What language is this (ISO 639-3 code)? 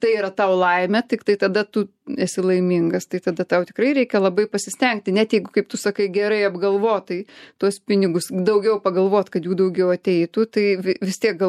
lit